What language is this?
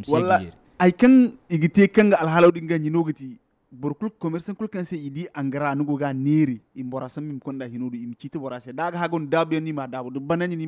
Zarma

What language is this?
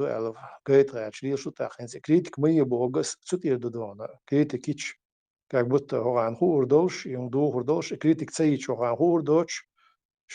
Chechen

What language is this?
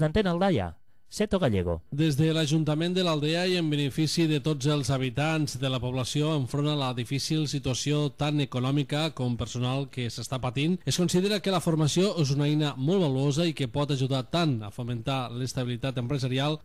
Catalan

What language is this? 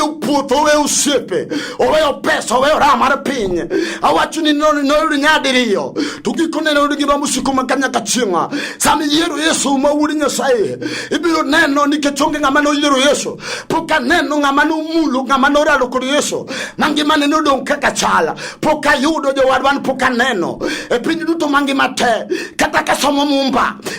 Luo (Kenya and Tanzania)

